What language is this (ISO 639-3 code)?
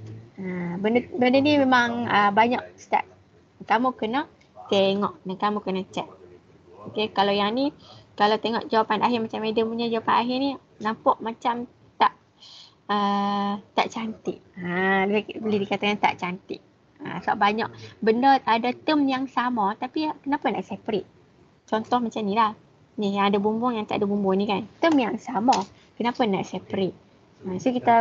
msa